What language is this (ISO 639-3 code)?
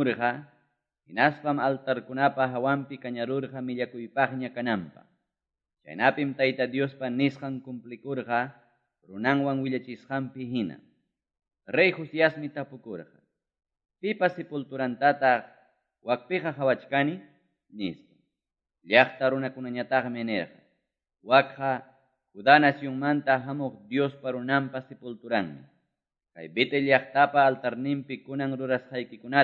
que